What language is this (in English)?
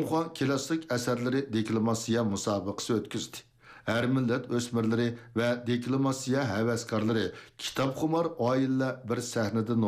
Uyghur